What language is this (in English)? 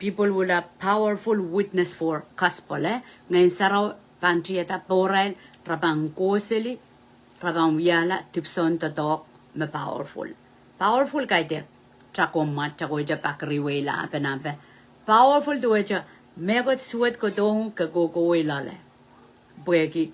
Pohnpeian